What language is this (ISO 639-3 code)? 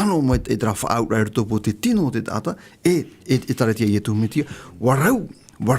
tah